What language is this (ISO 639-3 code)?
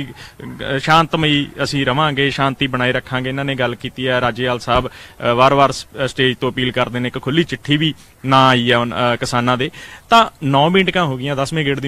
pan